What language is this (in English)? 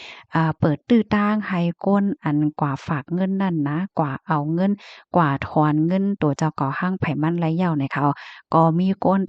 Shan